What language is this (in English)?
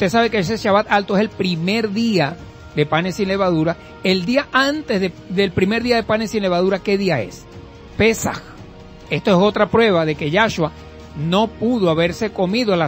Spanish